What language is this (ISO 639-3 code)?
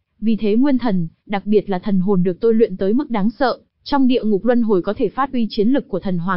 vie